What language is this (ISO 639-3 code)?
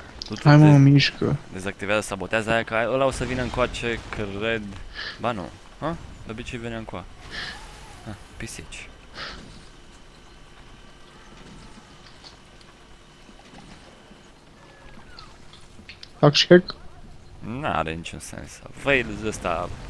ron